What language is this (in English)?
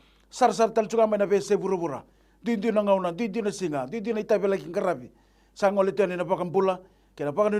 Fijian